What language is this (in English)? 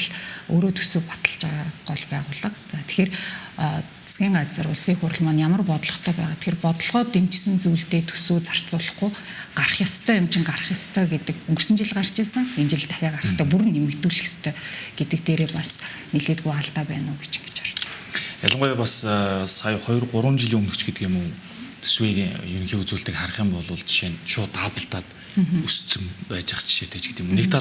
Mongolian